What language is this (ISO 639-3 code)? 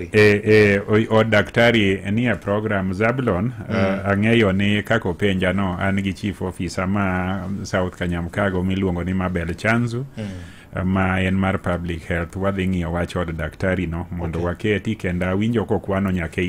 luo